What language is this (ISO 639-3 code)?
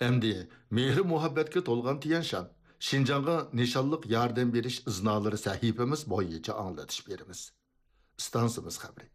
uig